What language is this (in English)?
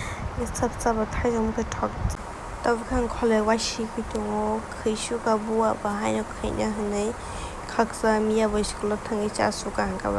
Kok Borok